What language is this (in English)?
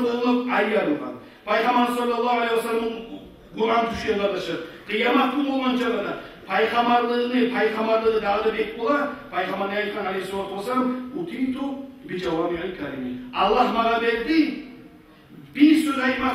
Kumyk